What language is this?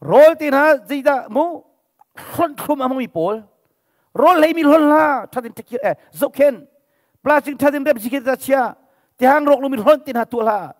Hakha Chin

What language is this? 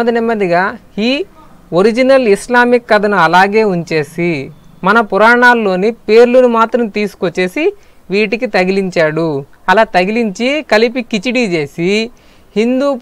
Telugu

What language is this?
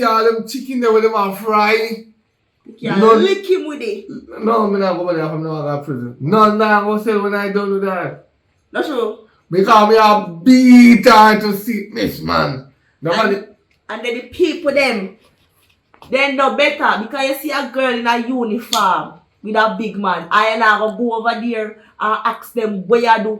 Jamaican Creole English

